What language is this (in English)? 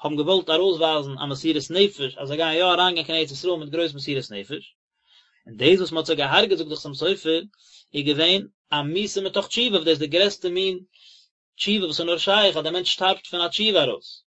Yiddish